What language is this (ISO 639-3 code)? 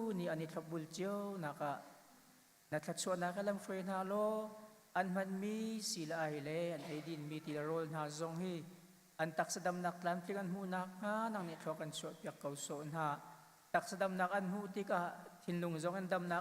cnh